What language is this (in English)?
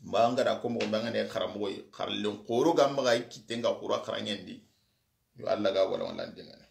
Soninke